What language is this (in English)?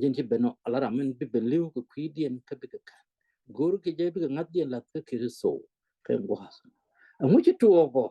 Nuer